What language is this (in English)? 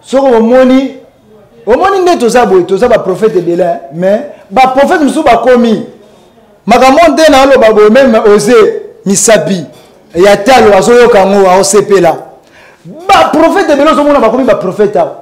Lingala